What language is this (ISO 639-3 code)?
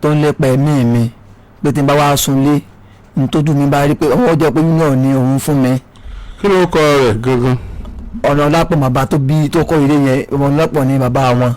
yor